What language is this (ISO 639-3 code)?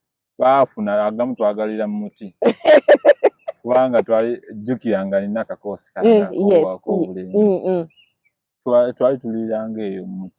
lug